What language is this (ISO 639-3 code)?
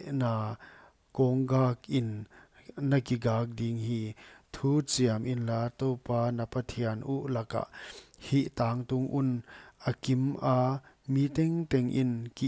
pck